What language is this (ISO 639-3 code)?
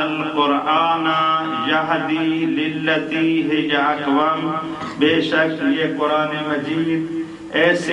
urd